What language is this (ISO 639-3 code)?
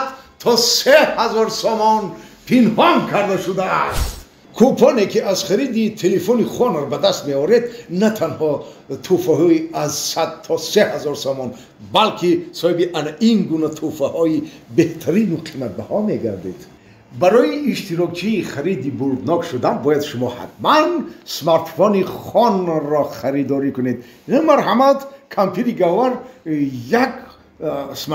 tgk